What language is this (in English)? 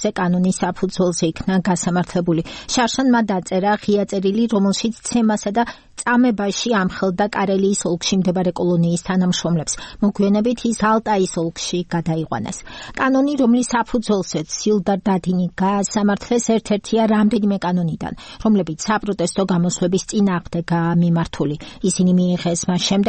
Georgian